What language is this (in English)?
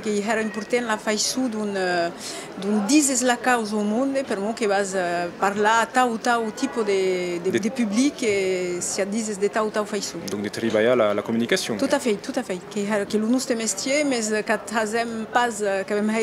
Occitan